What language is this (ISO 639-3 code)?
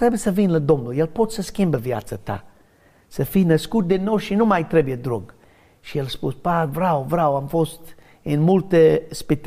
ron